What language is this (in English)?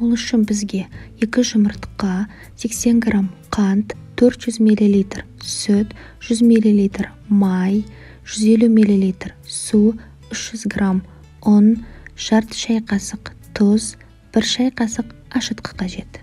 Kazakh